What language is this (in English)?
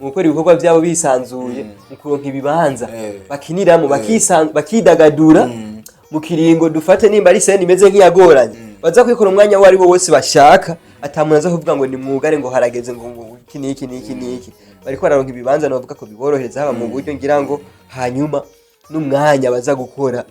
Rundi